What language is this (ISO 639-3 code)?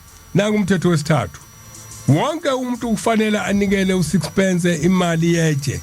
zul